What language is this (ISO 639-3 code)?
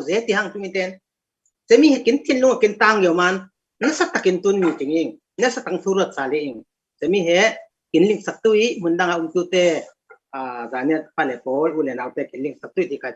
cfm